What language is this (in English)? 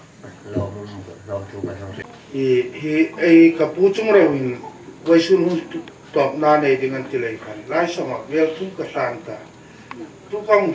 Hmar